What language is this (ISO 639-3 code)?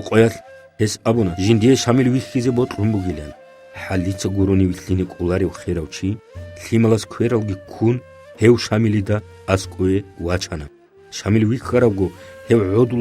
ava